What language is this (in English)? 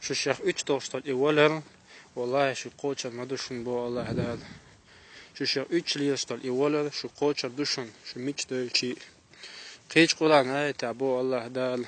Chechen